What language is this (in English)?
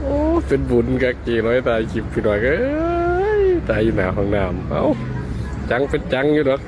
Northeastern Thai